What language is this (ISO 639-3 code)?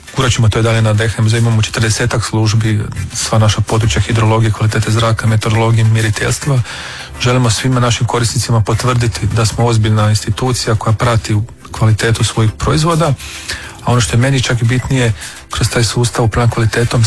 hrv